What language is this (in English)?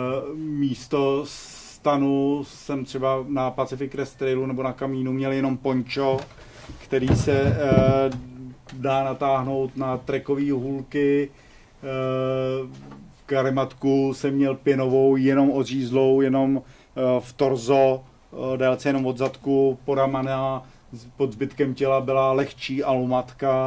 Czech